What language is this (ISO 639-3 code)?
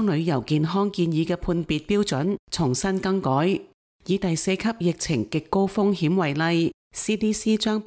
yue